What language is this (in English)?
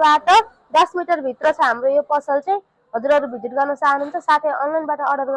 Nepali